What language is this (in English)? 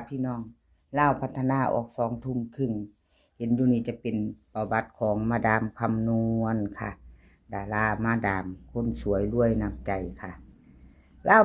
Lao